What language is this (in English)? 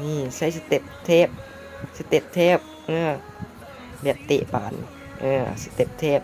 Northeastern Thai